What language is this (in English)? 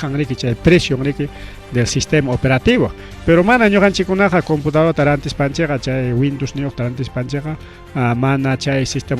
Ayacucho Quechua